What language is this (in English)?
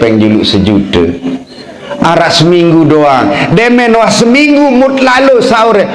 Sasak